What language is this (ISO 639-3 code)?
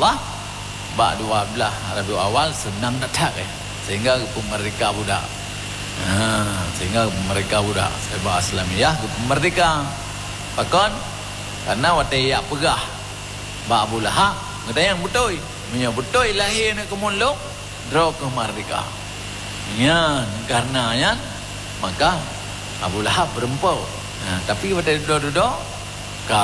ace